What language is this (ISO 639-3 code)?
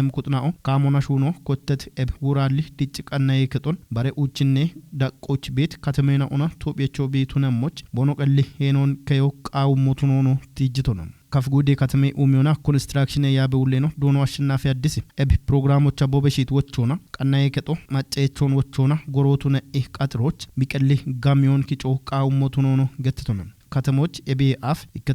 kbr